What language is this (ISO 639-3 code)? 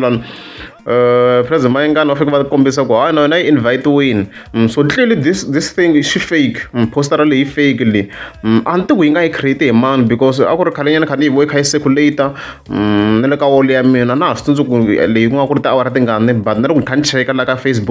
tso